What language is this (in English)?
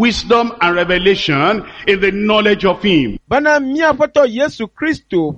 Ewe